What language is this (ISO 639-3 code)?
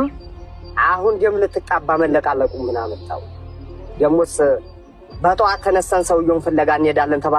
amh